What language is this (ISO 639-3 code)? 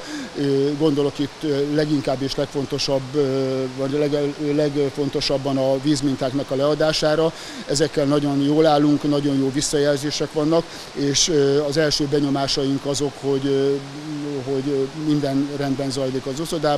hun